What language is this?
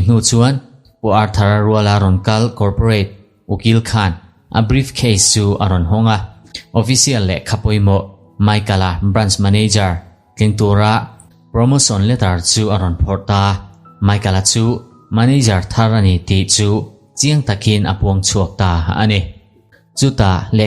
Mizo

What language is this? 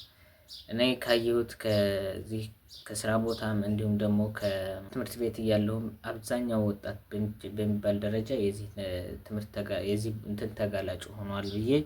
Amharic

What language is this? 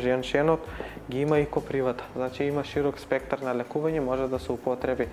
Macedonian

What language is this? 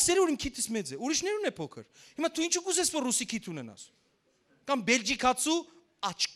Western Armenian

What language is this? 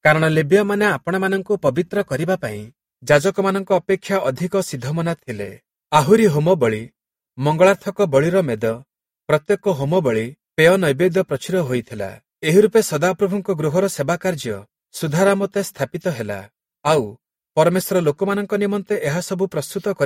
Odia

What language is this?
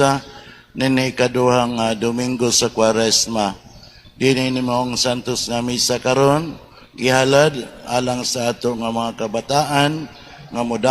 Cebuano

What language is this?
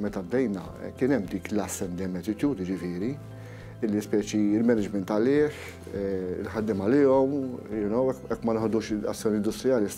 Maltese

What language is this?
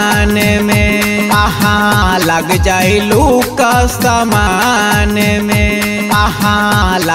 Bhojpuri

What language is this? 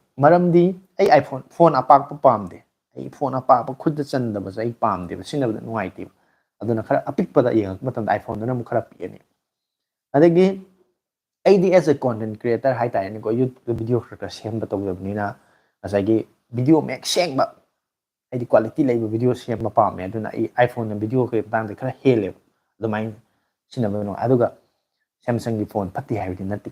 Manipuri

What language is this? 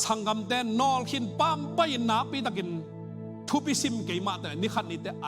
Tedim Chin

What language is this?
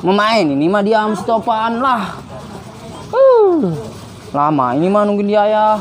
Betawi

